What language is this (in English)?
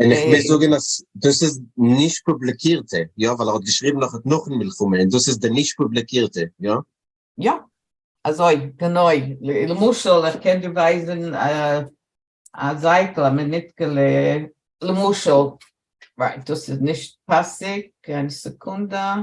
Yiddish